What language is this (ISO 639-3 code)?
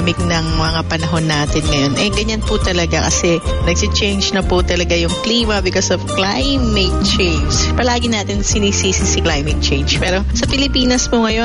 fil